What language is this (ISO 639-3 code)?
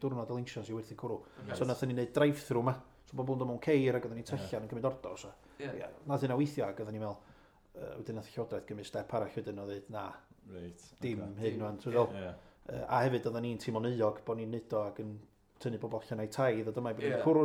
cym